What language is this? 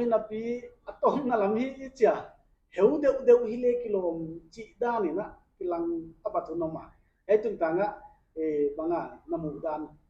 Paite Chin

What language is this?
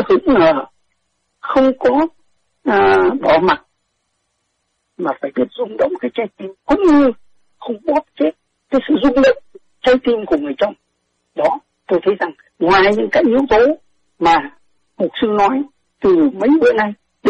Vietnamese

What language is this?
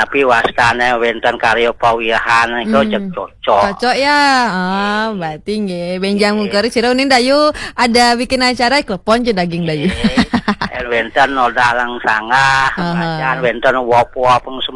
Balinese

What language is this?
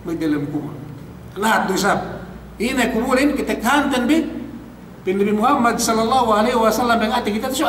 Yakan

